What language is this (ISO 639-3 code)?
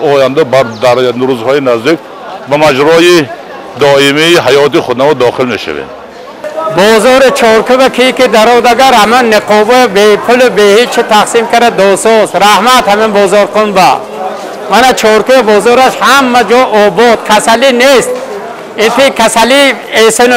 tgk